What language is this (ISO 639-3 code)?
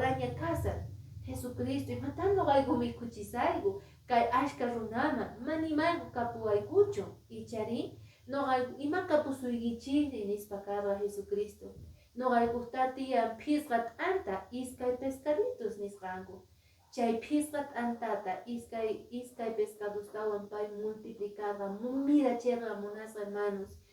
que